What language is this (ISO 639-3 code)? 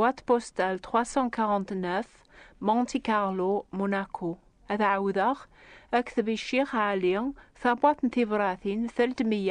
kab